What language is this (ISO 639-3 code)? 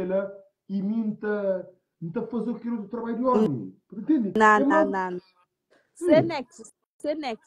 kea